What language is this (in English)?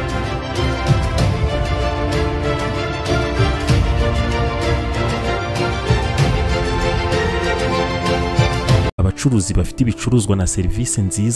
Kinyarwanda